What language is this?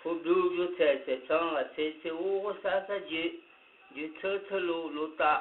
Akha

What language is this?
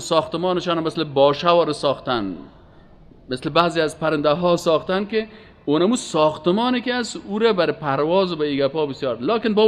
Persian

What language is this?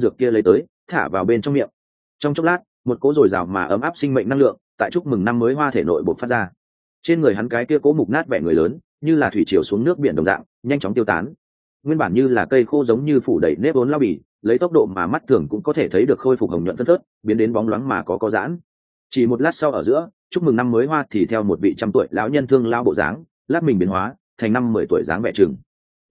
Vietnamese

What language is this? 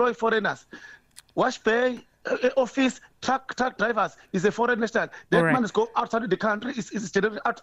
English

